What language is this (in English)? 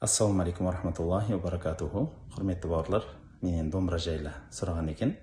Kazakh